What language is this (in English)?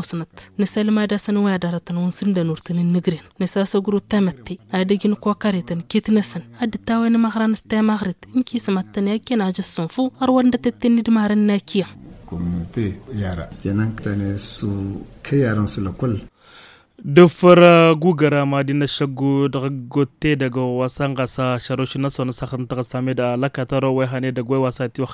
Tamasheq